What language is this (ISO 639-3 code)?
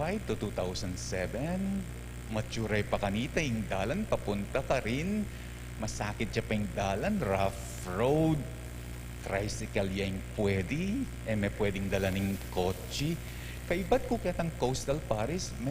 pam